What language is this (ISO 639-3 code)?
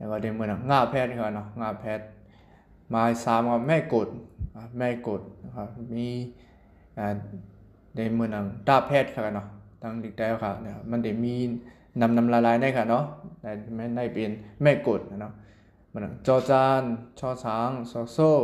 shn